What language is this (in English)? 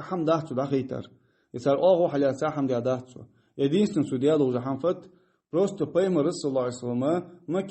Ingush